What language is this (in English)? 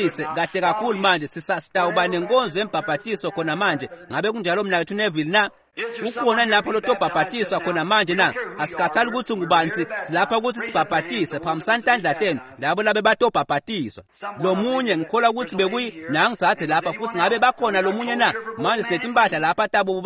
Swati